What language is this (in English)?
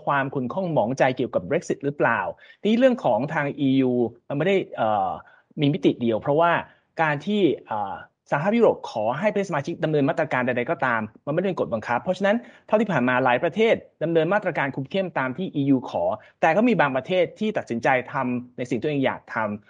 Thai